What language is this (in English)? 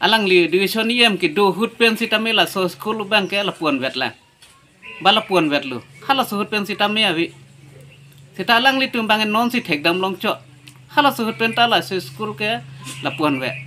Karbi